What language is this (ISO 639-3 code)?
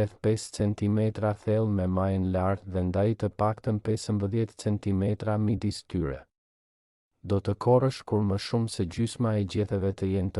sqi